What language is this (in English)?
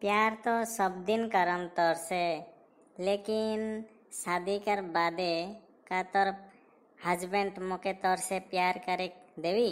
Sadri